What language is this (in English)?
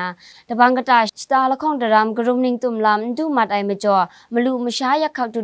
Kachin